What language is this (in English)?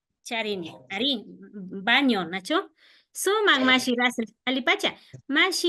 Imbabura Highland Quichua